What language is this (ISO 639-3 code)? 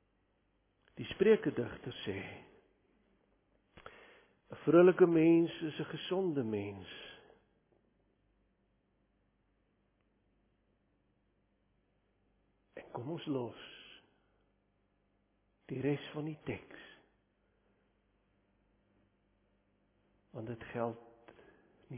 afr